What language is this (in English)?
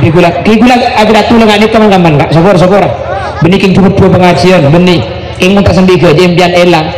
Madurese